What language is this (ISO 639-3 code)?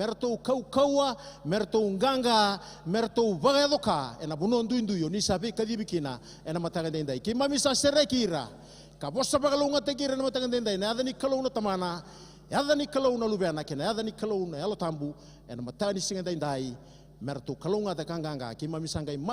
fij